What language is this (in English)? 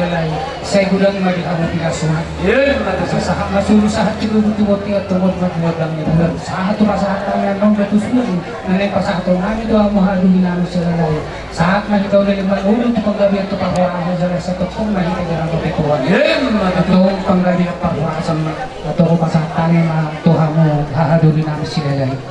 Batak Toba